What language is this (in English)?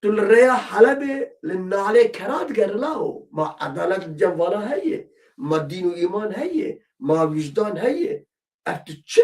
Kurdish